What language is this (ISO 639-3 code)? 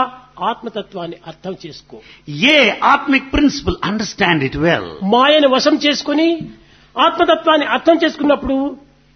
tel